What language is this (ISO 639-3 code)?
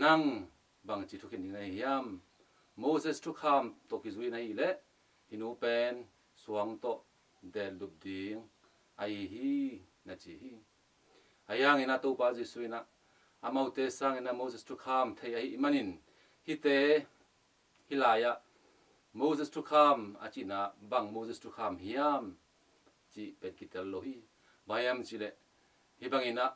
ctd